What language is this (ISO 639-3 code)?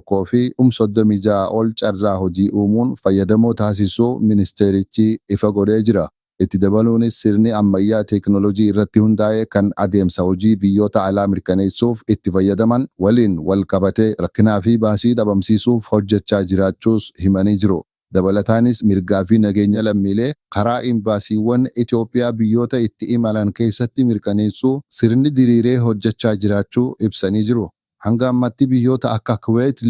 orm